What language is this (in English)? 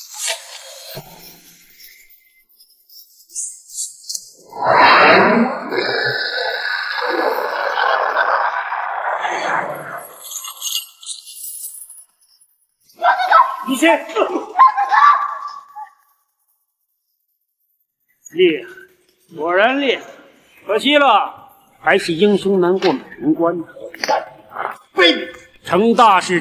Chinese